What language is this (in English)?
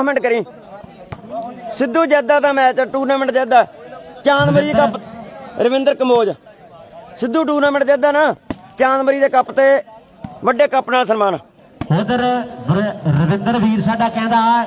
Punjabi